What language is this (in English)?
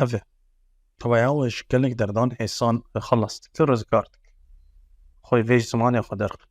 Kurdish